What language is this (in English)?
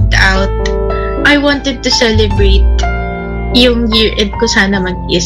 Filipino